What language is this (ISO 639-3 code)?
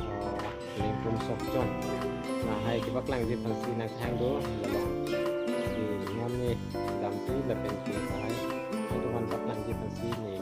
mjw